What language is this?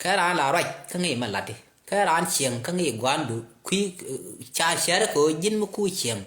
Nuer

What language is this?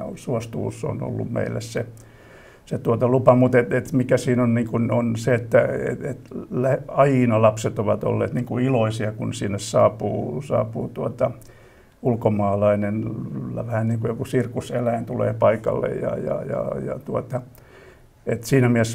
Finnish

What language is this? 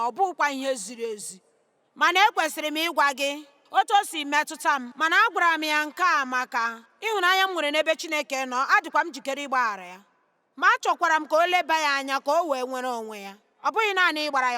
Igbo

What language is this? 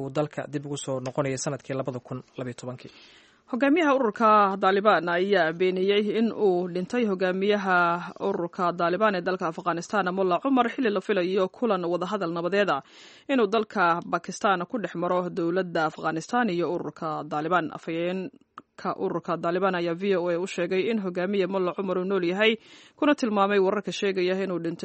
Somali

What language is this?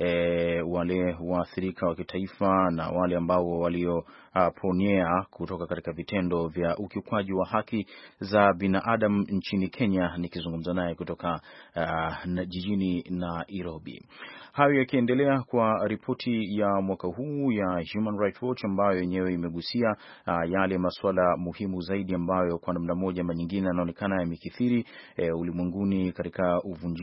Swahili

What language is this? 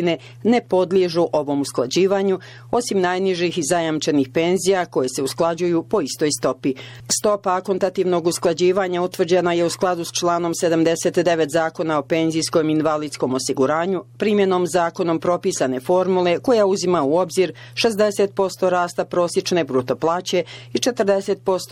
Bosnian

